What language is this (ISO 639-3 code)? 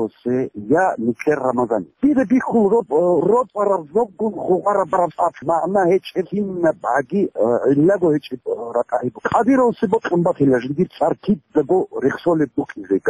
ava